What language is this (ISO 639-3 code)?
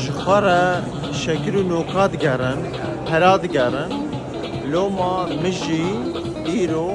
kur